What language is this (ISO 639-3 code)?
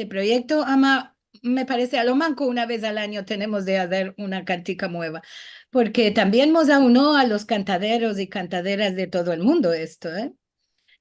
lad